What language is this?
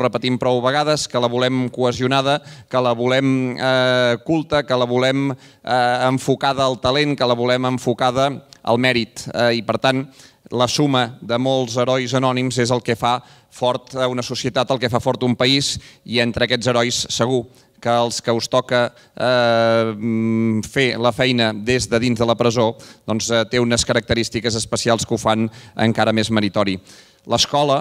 Catalan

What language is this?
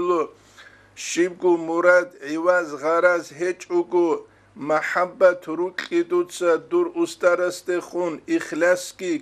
Avaric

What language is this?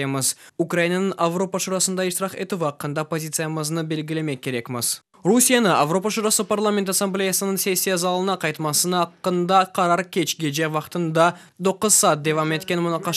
Crimean Tatar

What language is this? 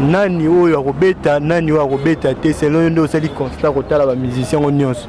Lingala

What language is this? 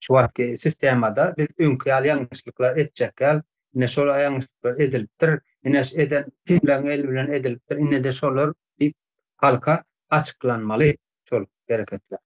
Turkmen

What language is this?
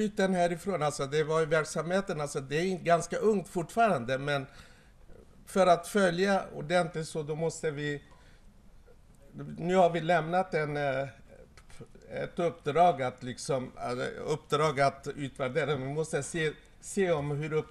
Swedish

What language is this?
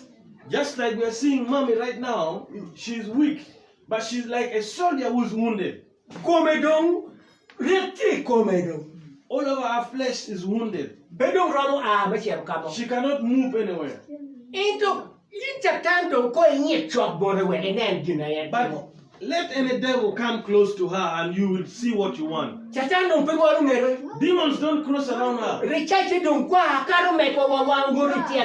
Acoli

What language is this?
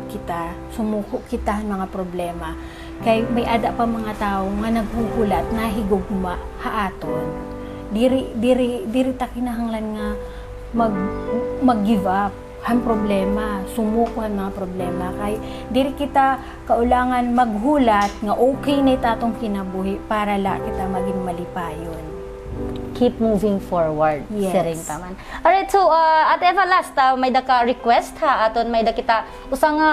Waray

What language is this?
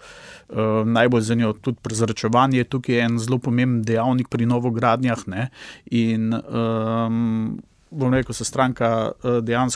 Slovenian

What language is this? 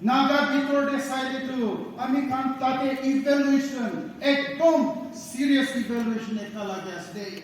Naga Pidgin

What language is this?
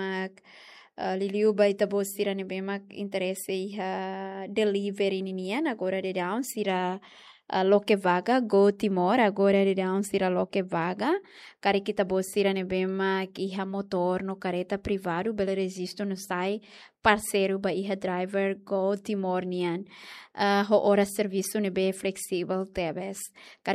Tetum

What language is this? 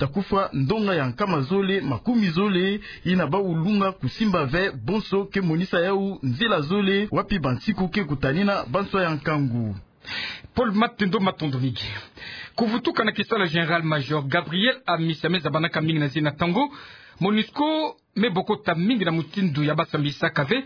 Kituba (Democratic Republic of Congo)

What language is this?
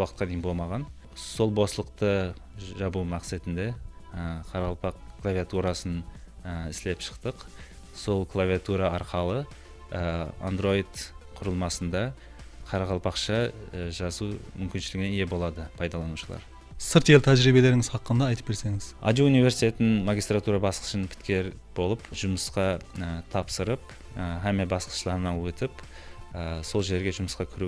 Kara-Kalpak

